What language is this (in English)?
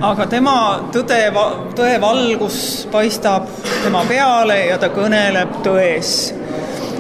Estonian